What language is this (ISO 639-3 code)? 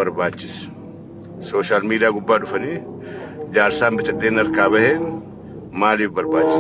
orm